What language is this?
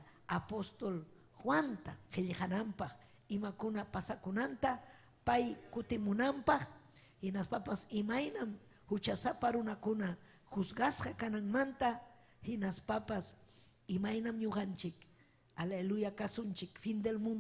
Ayacucho Quechua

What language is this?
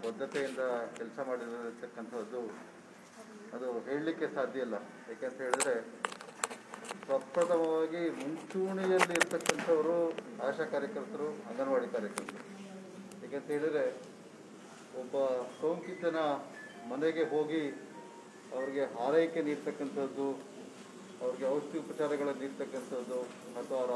Kannada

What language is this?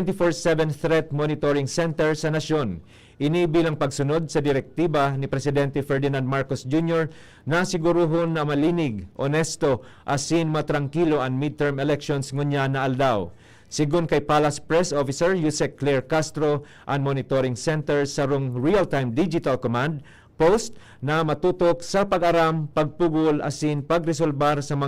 Bikol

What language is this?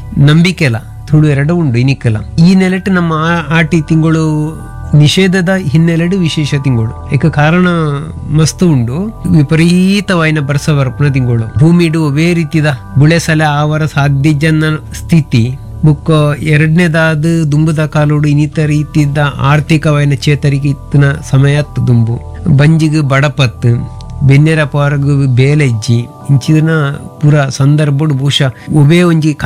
Tulu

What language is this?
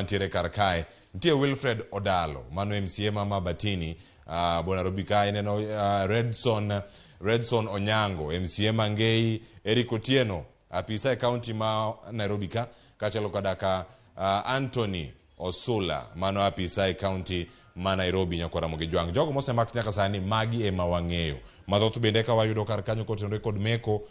Luo (Kenya and Tanzania)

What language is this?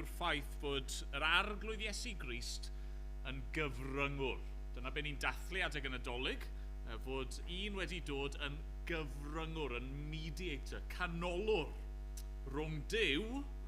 Welsh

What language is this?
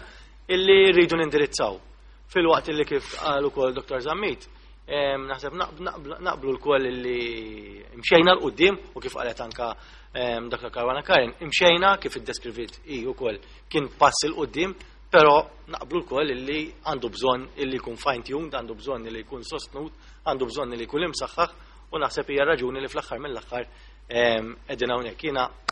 Maltese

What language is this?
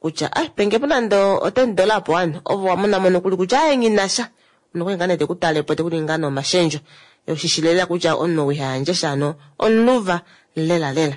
Kuanyama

